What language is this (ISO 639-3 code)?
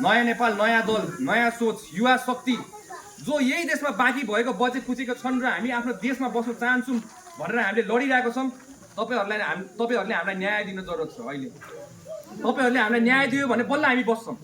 nep